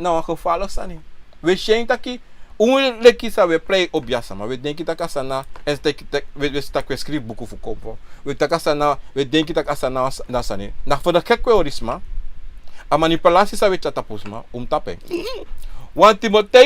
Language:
Sranan Tongo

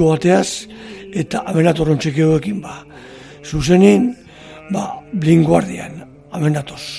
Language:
Basque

